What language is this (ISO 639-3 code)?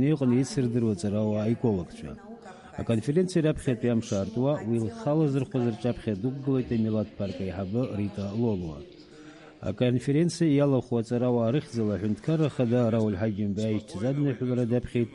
abk